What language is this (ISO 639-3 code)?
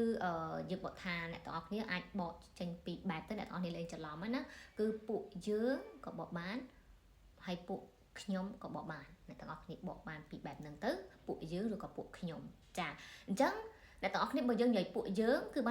khm